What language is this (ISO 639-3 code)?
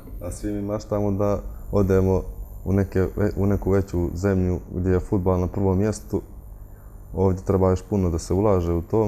bos